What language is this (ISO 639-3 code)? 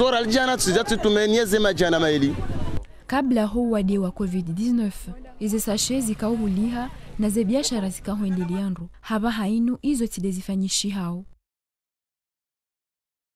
swa